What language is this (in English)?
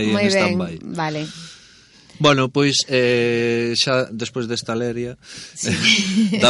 Galician